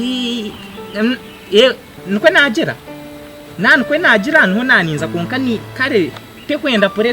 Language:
Nyankole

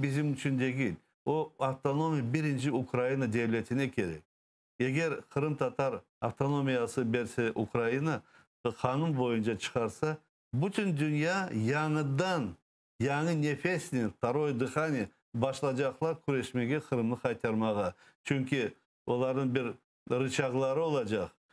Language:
Crimean Tatar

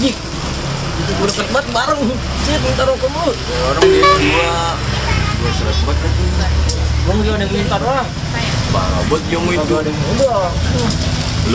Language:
Betawi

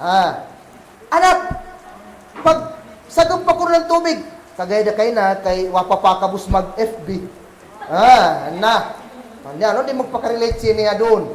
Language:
Kagan Kalagan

